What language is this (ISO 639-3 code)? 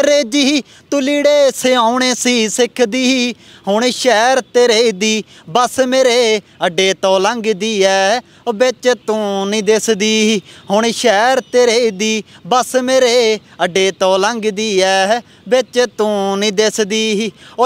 pan